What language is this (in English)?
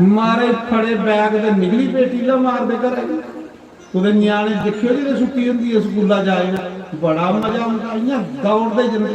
Dogri